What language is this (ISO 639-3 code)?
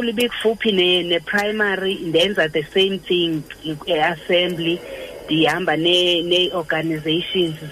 xho